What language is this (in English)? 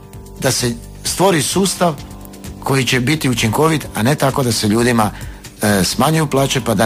Croatian